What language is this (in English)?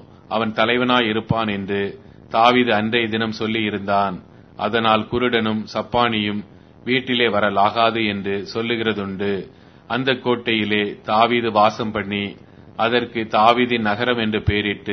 Tamil